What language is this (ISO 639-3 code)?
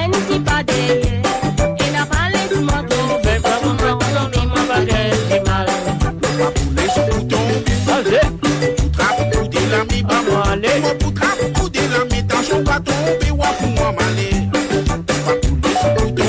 mfe